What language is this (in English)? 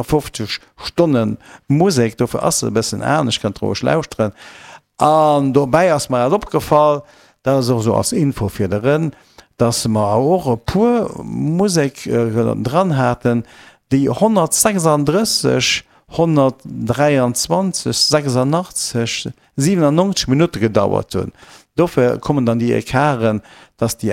Luxembourgish